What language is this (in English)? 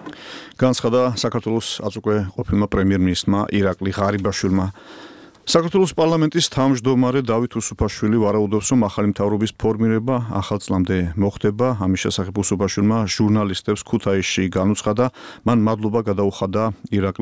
Georgian